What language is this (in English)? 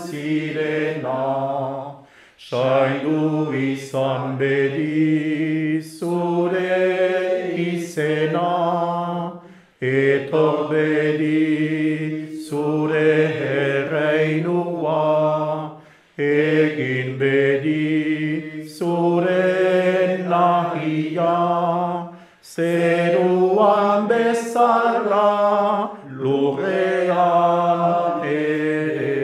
Basque